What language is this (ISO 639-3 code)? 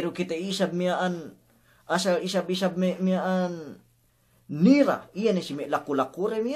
yka